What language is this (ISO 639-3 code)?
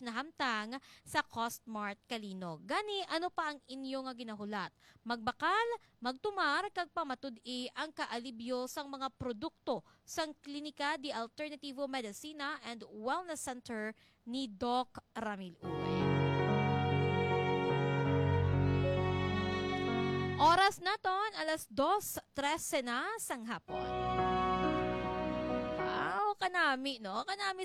hil